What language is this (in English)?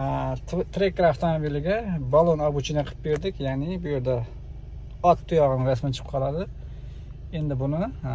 Uzbek